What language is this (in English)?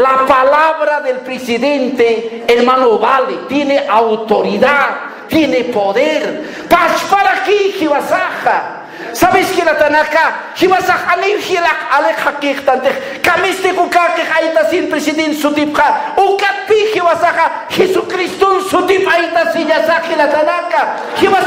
Aymara